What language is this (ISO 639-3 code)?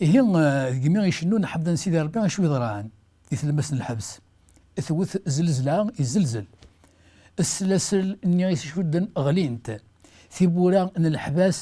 kab